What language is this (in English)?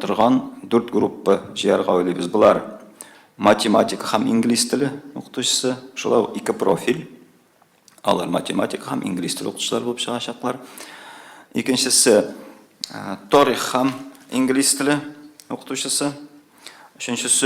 Tatar